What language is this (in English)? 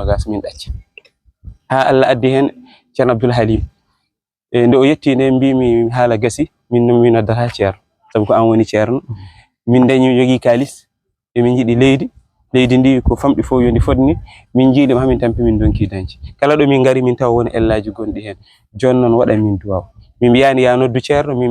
Fula